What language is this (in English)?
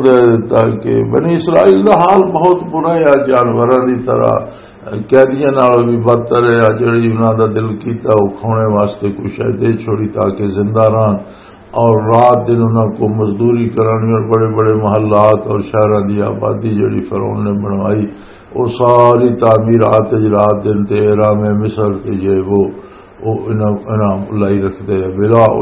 Western Panjabi